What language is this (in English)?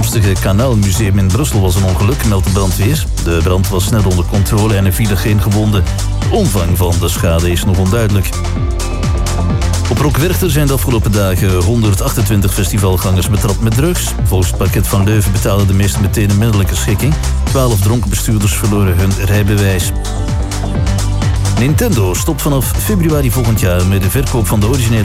Dutch